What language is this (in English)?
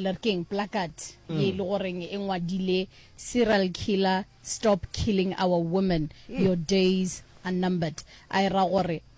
Northern Sotho